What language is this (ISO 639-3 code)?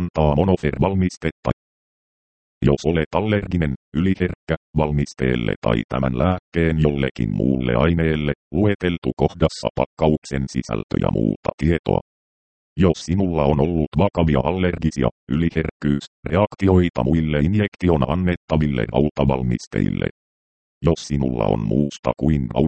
fin